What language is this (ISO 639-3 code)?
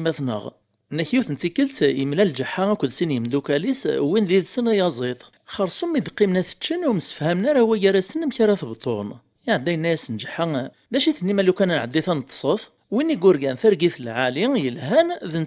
kab